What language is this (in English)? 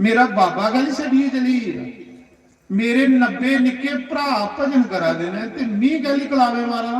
Dogri